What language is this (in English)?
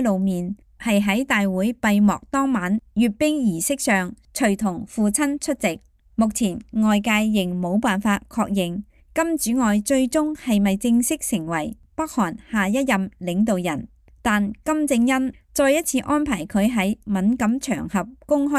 Cantonese